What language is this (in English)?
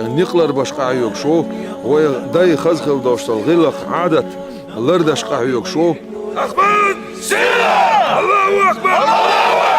Chechen